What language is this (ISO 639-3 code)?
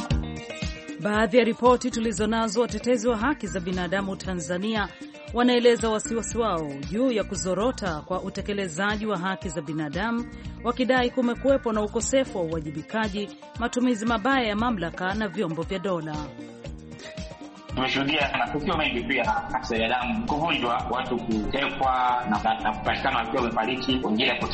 swa